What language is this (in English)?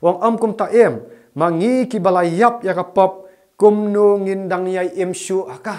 Khasi